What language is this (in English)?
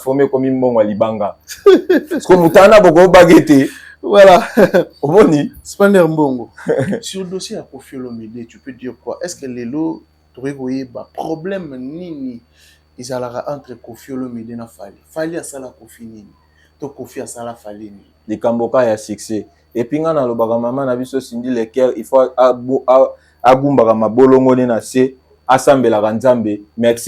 Lingala